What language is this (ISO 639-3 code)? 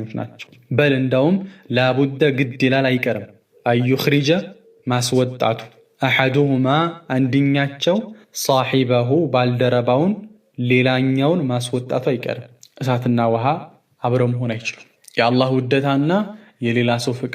amh